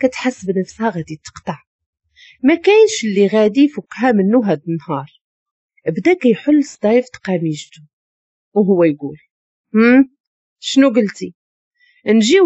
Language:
Moroccan Arabic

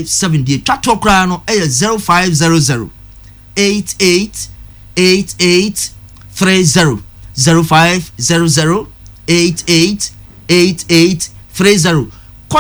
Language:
Akan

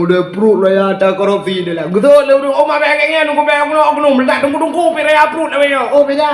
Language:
Achinese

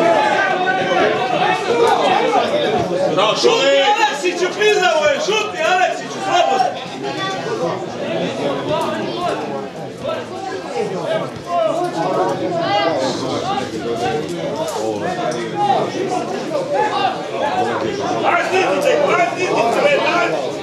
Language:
Serbian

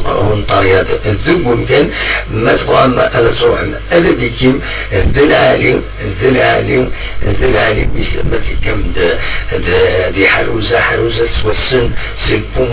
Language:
Kabyle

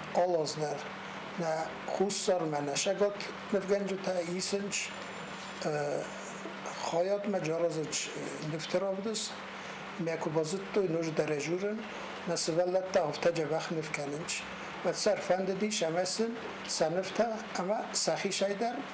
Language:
Ossetic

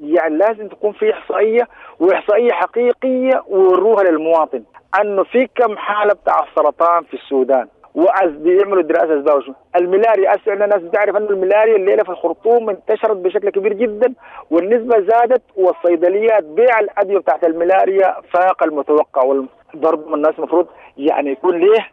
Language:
Sudanese Arabic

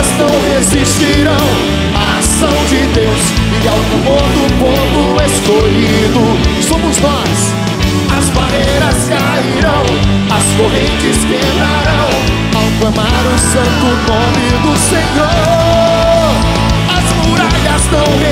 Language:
Portuguese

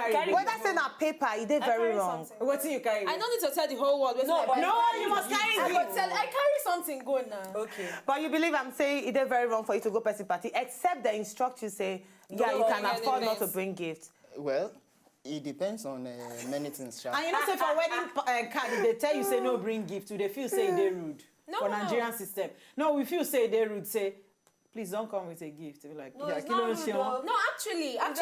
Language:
Nigerian Pidgin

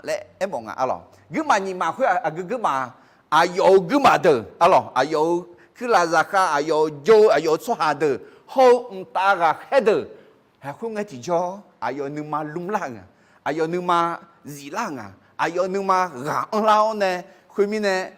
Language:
Akha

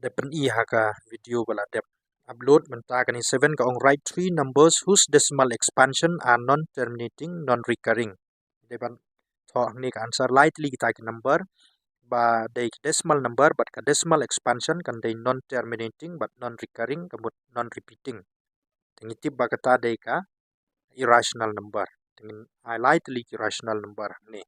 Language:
Khasi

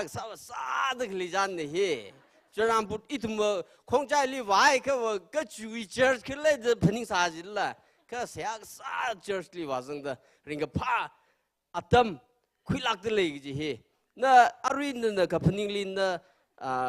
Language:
Tangkhul Naga (India)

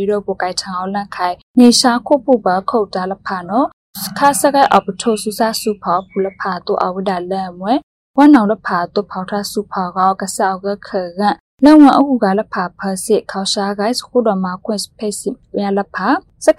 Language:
Burmese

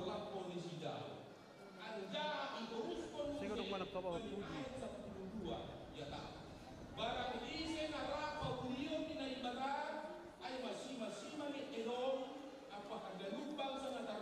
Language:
Batak Simalungun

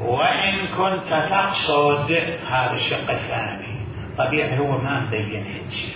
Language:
Mesopotamian Arabic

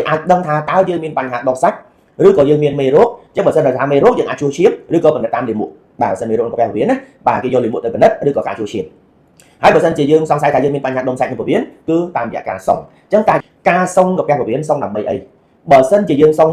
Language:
Khmer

